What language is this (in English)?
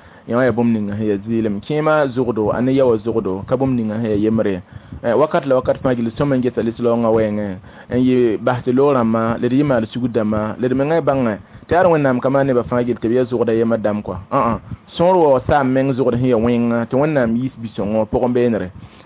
Mossi